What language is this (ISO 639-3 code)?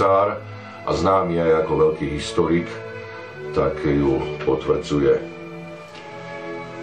slk